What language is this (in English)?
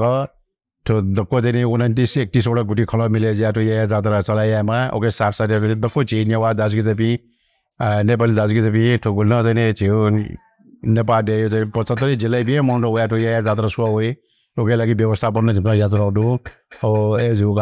Newari